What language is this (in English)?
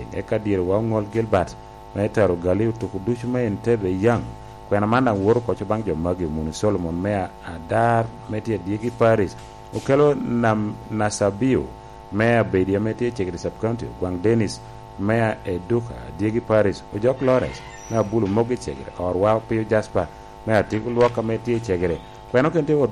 Lango (Uganda)